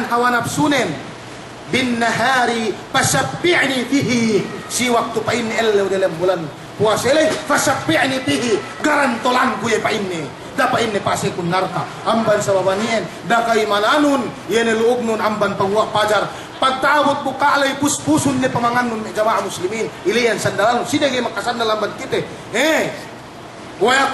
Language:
Yakan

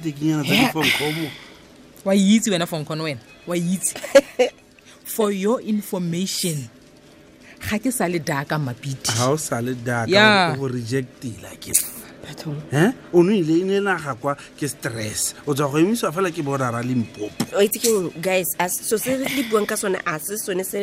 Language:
Tswana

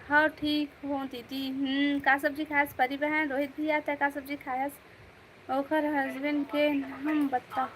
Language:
Chhattisgarhi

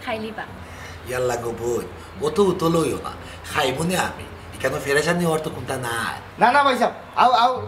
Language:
Sylheti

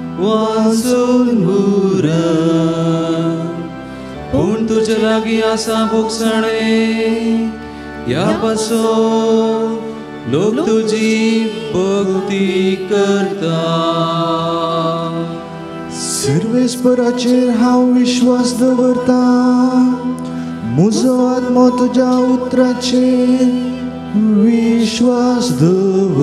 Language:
Konkani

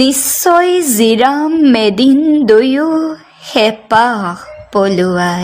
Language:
Assamese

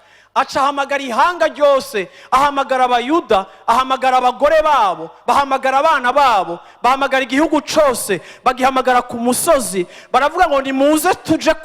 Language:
Rundi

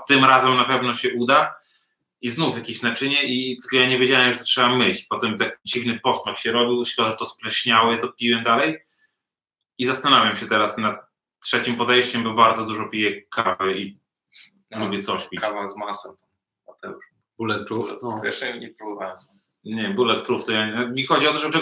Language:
Polish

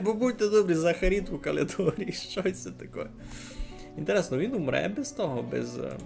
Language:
Rusyn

